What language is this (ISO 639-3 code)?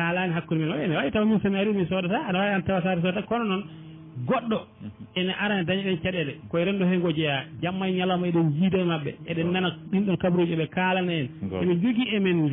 ful